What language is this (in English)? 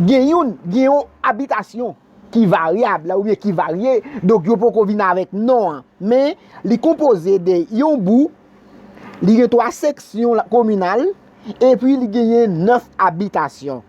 Haitian Creole